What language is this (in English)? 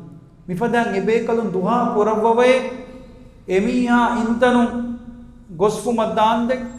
Divehi